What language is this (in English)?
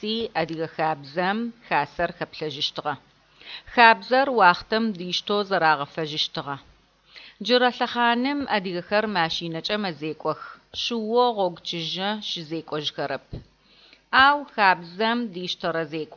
Adyghe